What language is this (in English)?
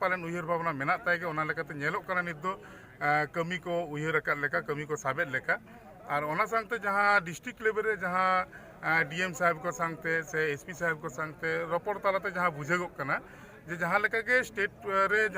Santali